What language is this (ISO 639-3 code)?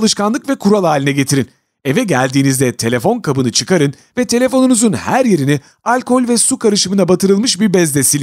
tur